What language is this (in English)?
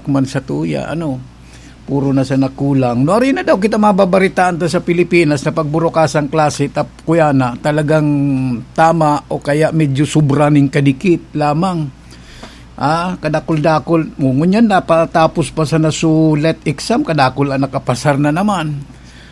Bikol